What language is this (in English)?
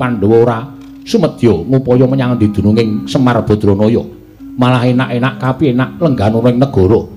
Javanese